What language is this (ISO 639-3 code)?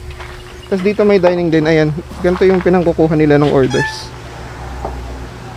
fil